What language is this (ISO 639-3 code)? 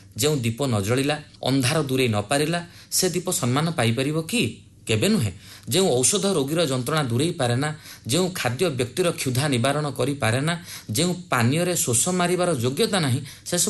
ori